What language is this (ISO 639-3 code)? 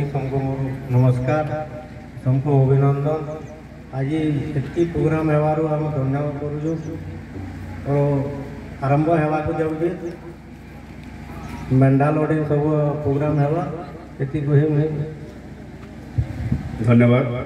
ori